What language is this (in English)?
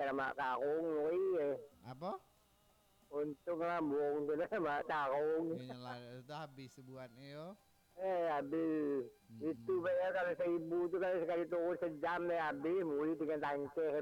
Minangkabau